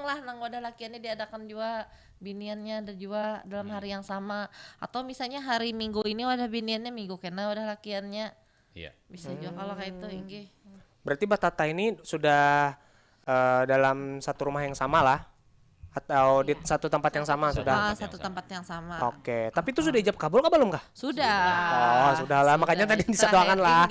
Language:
Banjar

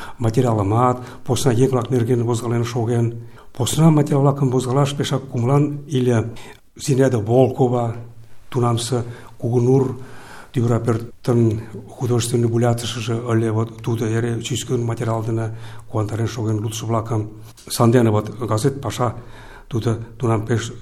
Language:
Mari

